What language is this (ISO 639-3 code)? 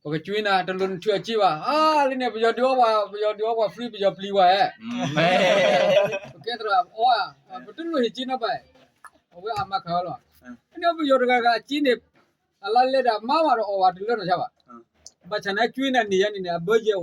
ksw